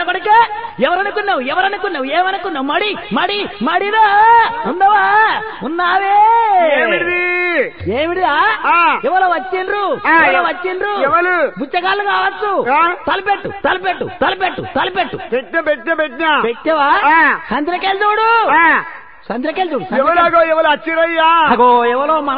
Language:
Telugu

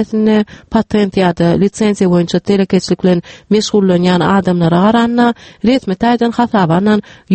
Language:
Turkmen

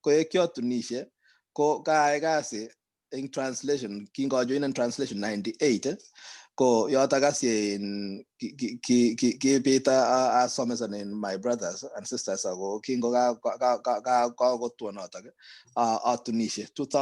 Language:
Kalenjin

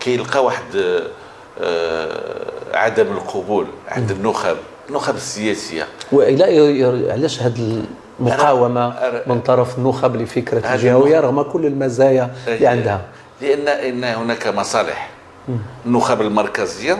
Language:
Moroccan Arabic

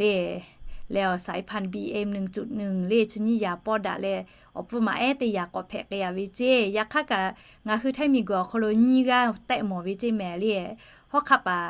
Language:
Lahu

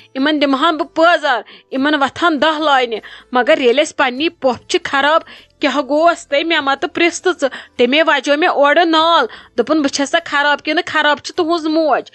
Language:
Kashmiri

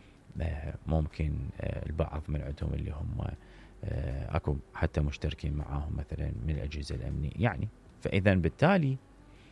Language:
Mesopotamian Arabic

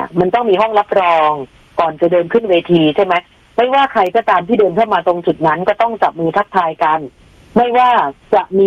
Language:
Thai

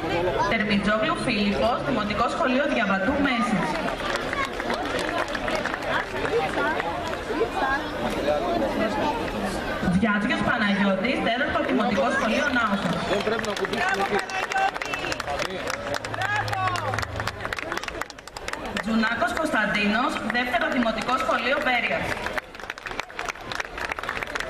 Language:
Greek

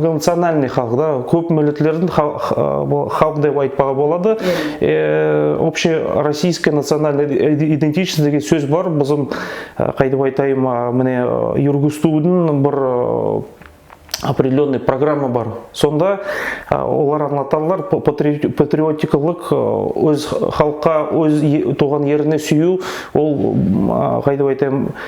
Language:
Nogai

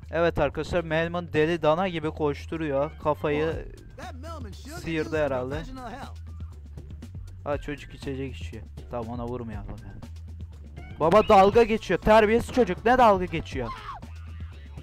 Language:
Turkish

